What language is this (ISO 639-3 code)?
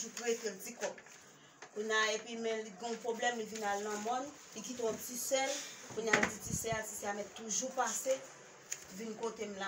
hat